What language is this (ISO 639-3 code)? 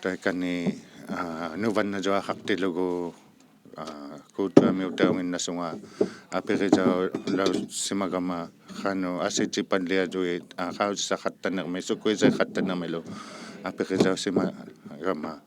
iku